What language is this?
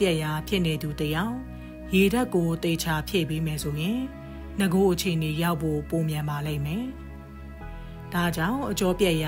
Burmese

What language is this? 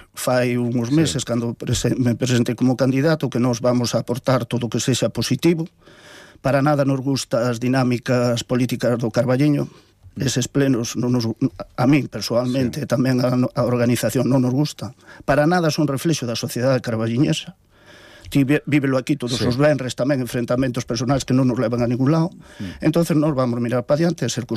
Galician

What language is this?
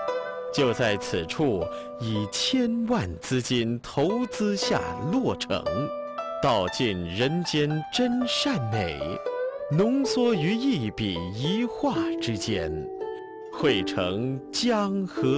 Chinese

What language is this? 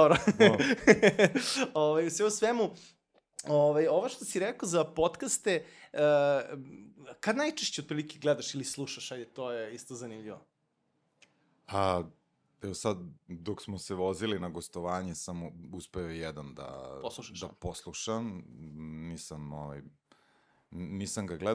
Serbian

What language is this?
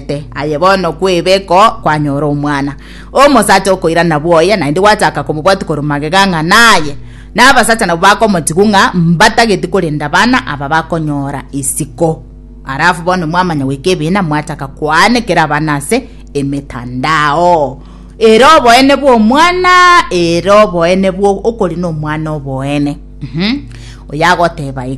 Gusii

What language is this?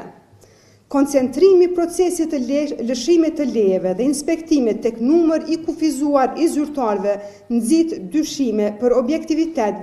Albanian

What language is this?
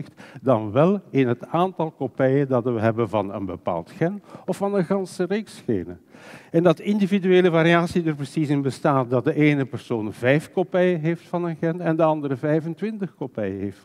Dutch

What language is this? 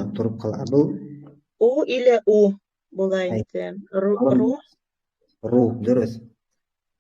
Bashkir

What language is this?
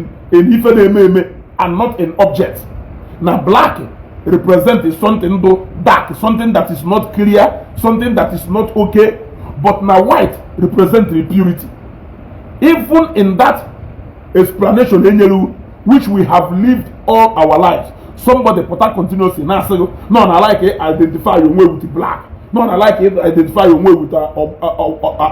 Igbo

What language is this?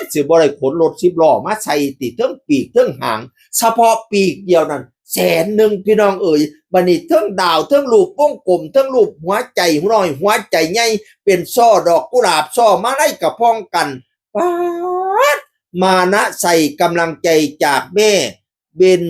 Northeastern Thai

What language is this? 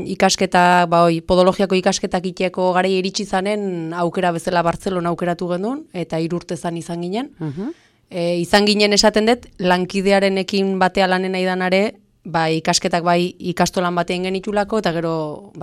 Basque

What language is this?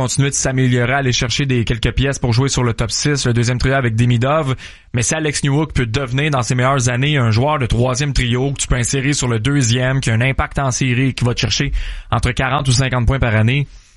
French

